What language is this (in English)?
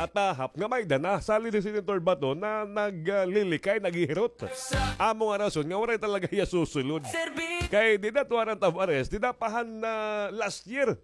Waray